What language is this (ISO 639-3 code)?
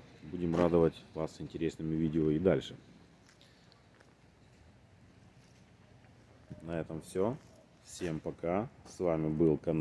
rus